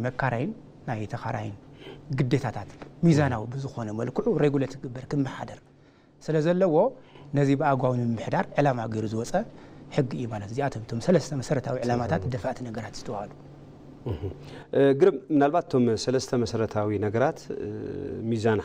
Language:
Tigrinya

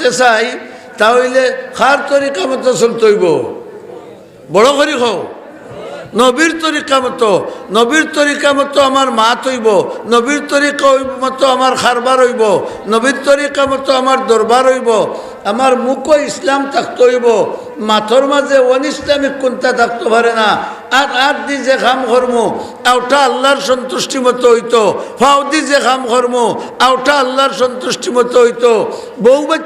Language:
Sylheti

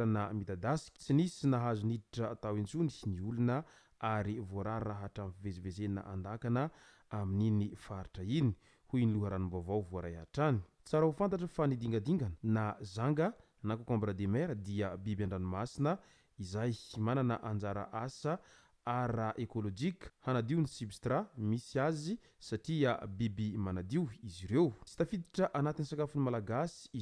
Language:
Malagasy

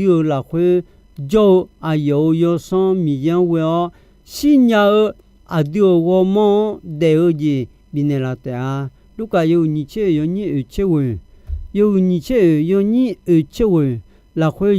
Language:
Akha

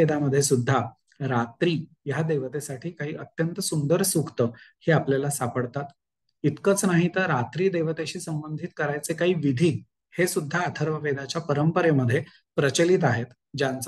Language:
Marathi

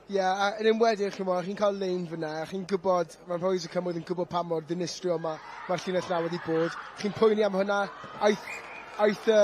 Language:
Welsh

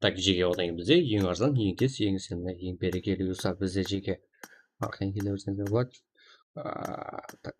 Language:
Kara-Kalpak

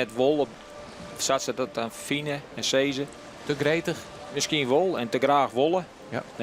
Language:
Western Frisian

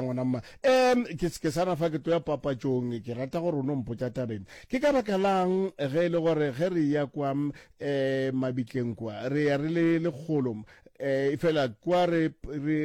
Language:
Northern Sotho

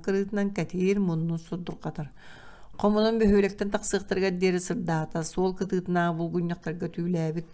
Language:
Yakut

